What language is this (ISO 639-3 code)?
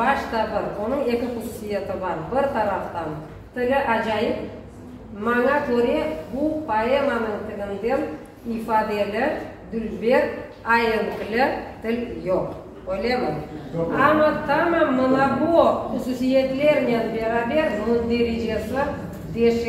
crh